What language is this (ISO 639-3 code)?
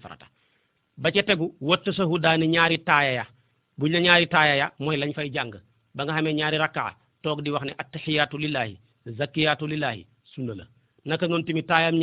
wol